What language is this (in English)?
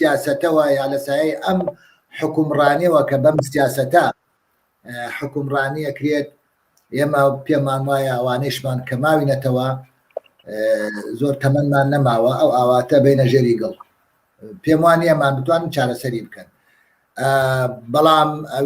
Central Kurdish